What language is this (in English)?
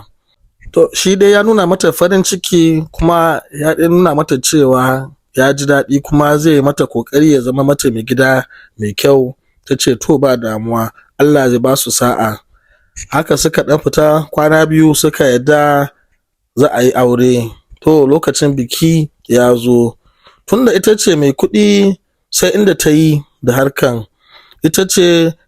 Hausa